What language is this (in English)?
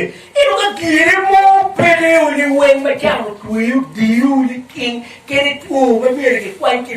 Acoli